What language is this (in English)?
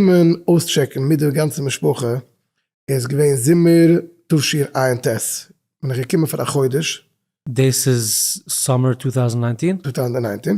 Yiddish